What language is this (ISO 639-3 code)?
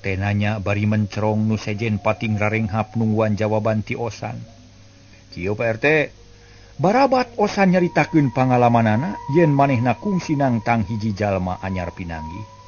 sun